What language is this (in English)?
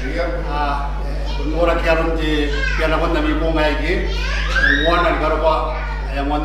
Gilbertese